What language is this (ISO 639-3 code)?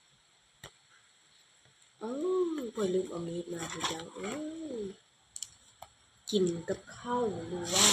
lao